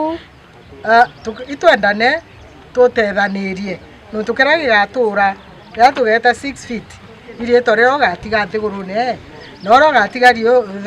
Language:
Meru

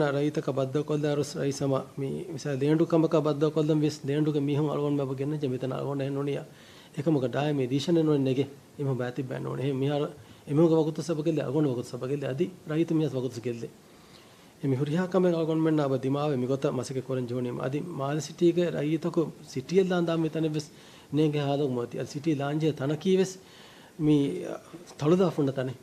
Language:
Divehi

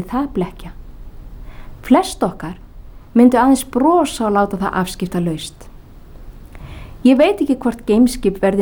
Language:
Icelandic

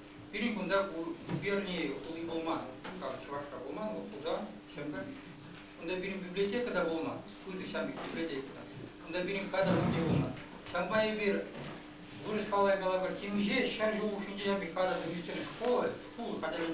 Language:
Chuvash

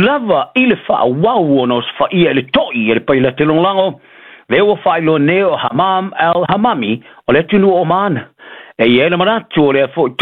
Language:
Samoan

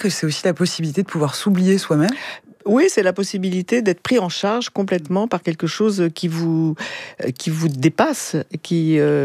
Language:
French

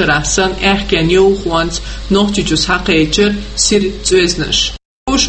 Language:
Chechen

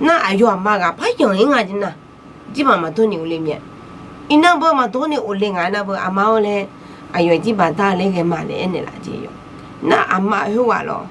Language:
Akha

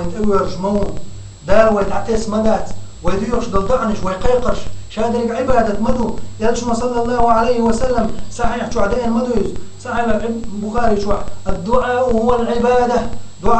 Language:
Chechen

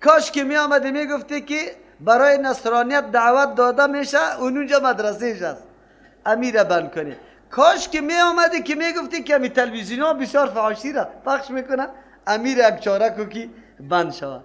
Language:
Persian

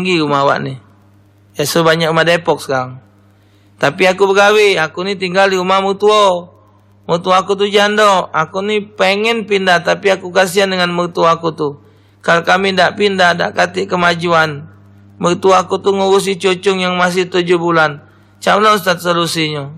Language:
Musi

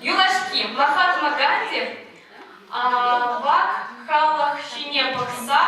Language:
Chuvash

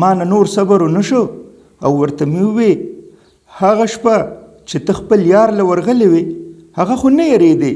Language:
Pashto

